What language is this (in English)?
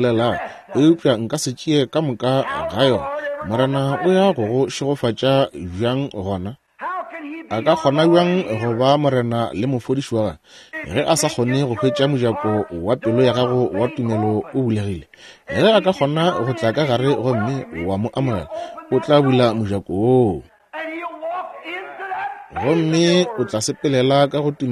Northern Sotho